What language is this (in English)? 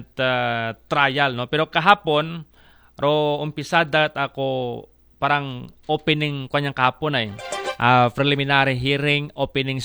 Aklanon